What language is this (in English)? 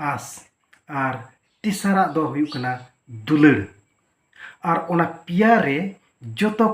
Santali